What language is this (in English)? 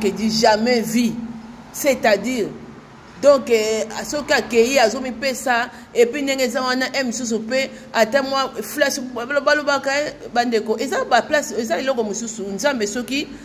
Lingala